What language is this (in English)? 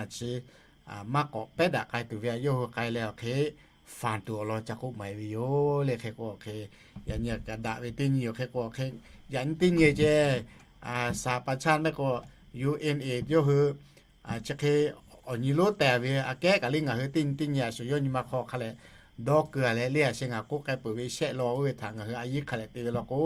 Lahu